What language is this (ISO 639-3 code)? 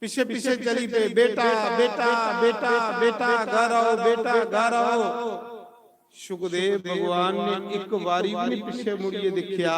doi